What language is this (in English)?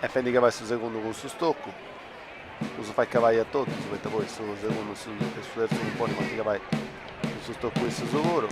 Sardinian